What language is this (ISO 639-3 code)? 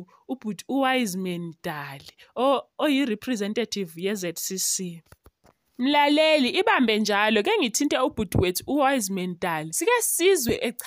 nde